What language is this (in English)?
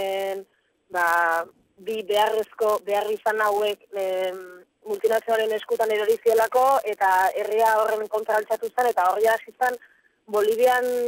Basque